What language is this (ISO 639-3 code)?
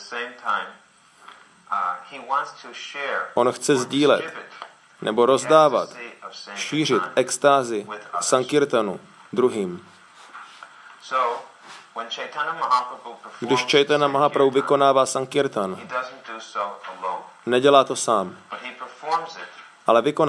ces